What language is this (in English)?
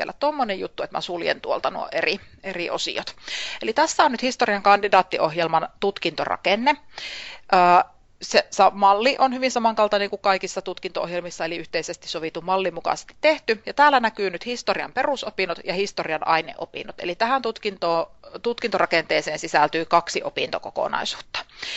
Finnish